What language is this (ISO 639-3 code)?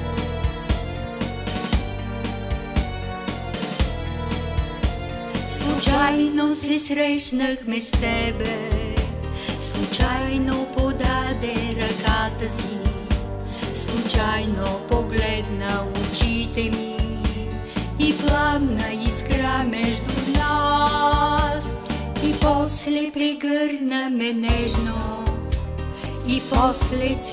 bul